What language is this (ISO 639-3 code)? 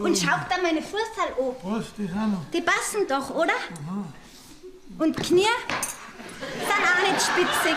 bar